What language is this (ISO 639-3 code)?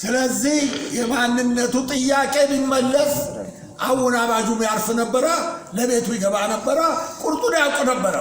amh